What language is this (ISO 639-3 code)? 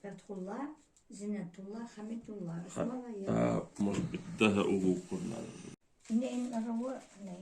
bak